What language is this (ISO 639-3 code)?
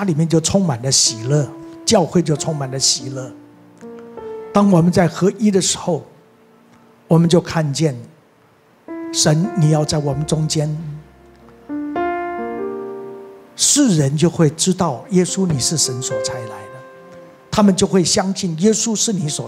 zho